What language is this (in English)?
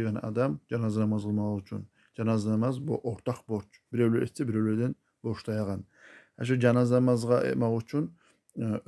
Kumyk